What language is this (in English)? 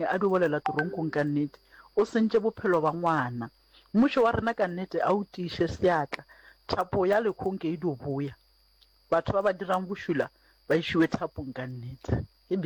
Northern Sotho